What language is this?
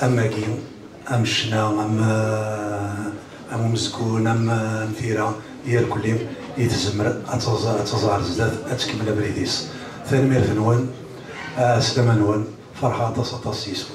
Kabyle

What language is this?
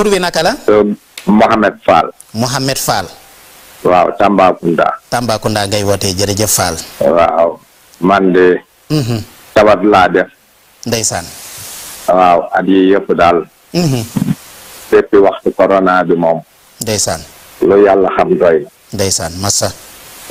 Wolof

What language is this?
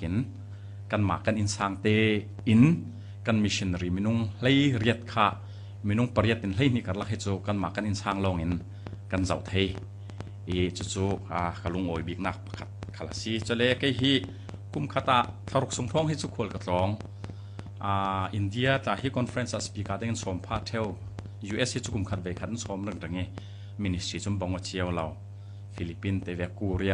Falam Chin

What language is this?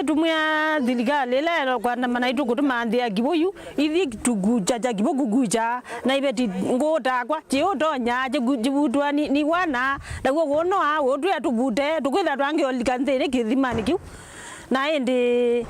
Kamba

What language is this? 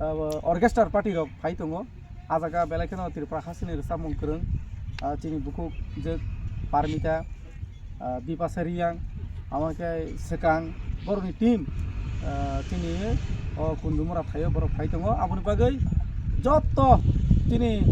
Kok Borok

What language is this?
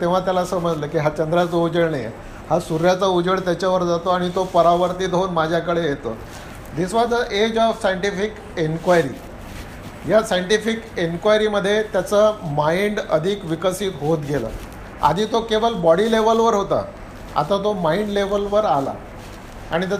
Marathi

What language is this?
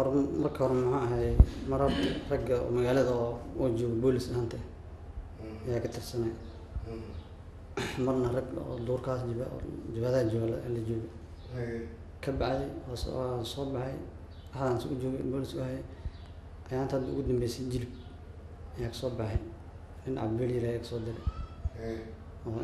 Somali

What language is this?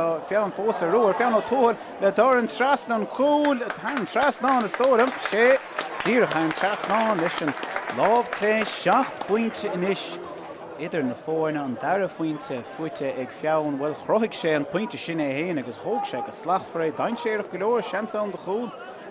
Irish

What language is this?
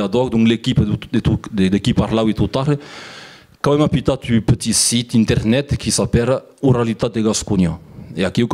Occitan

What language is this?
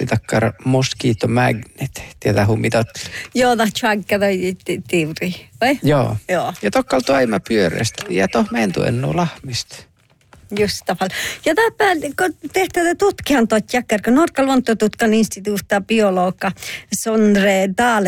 Northern Sami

